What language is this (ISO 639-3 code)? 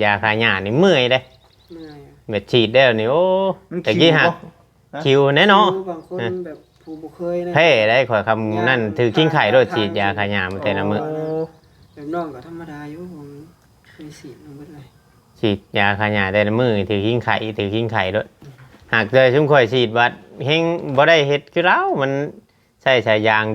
tts